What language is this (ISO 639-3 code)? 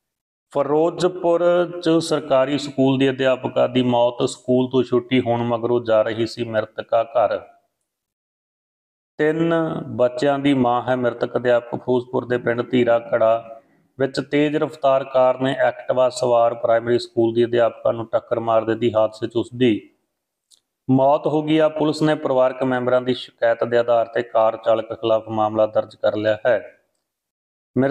pan